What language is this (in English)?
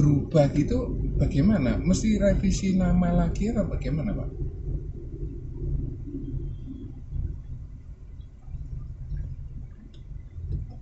Indonesian